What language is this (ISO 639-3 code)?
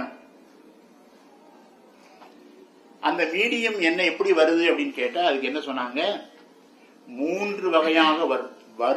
tam